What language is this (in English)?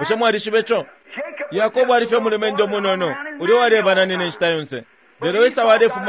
Bemba